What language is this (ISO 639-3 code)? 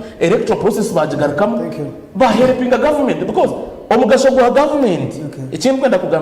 nyn